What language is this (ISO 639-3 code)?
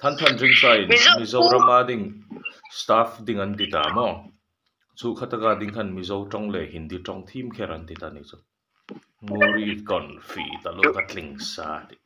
lus